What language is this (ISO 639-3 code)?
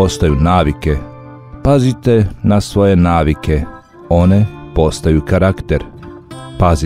bos